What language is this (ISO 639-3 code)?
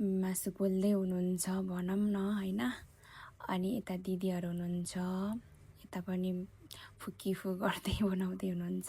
nep